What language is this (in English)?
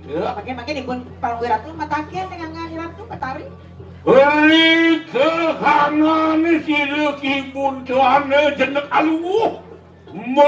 Balinese